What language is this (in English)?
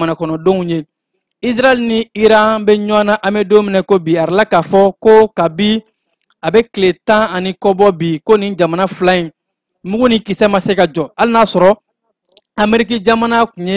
Bambara